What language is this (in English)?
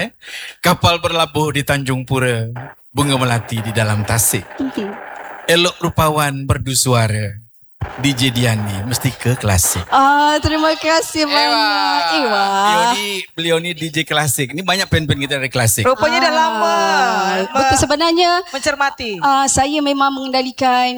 Malay